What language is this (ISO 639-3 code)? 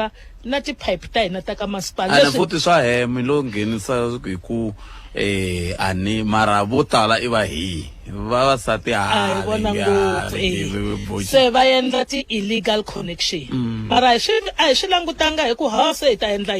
tso